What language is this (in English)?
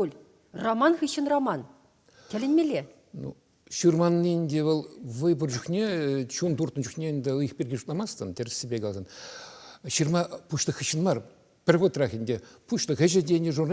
Chuvash